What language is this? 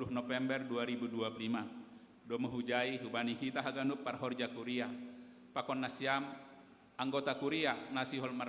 Batak Simalungun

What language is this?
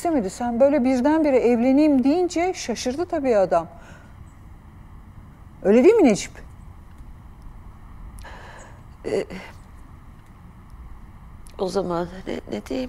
Turkish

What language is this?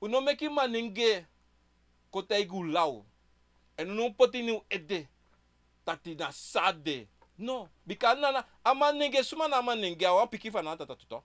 Sranan Tongo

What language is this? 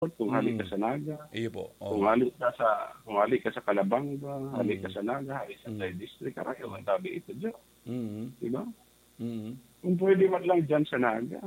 Bikol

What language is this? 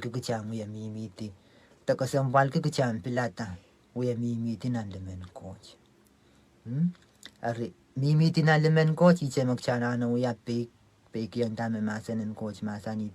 Pohnpeian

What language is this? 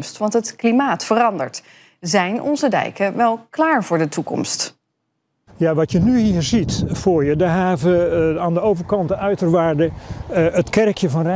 Dutch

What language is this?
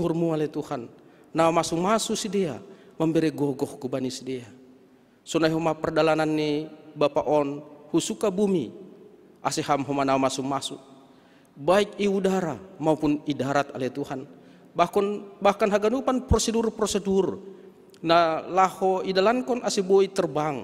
Batak Simalungun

